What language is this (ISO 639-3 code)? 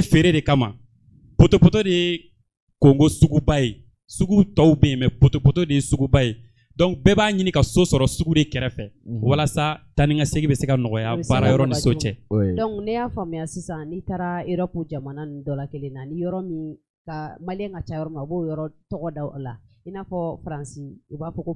bam